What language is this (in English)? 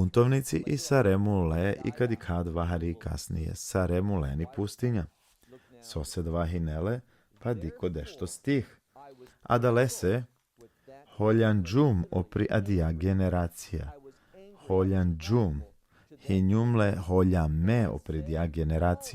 Balkan Romani